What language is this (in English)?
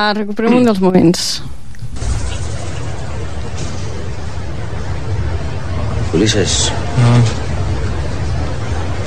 Catalan